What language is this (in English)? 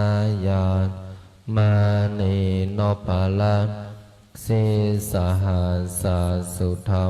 Pali